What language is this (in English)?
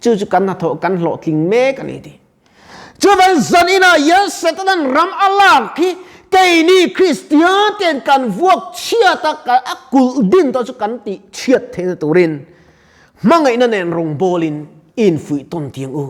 Mizo